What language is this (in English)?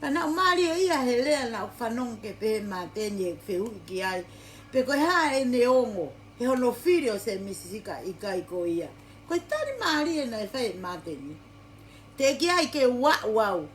Tongan